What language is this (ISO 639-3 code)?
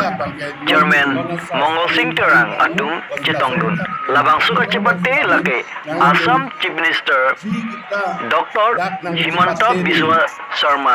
mjw